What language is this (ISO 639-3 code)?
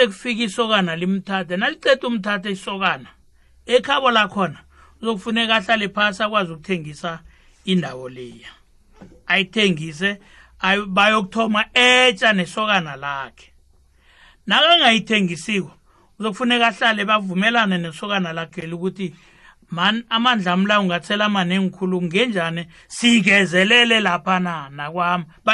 nbl